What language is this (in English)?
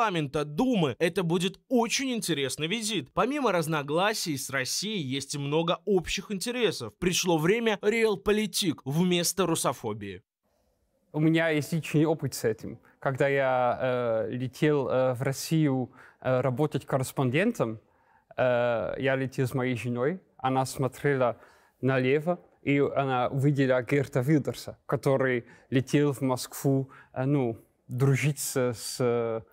Russian